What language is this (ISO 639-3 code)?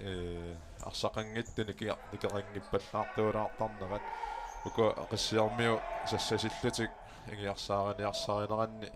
kal